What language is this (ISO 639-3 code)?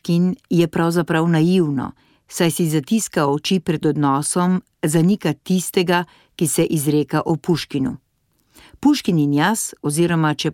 slv